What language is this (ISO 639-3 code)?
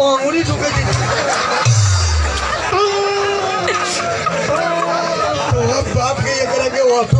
bho